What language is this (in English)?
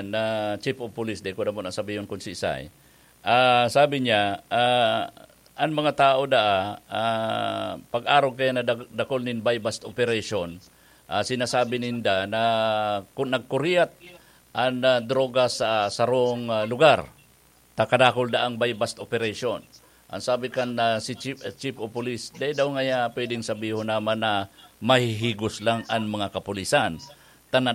Bikol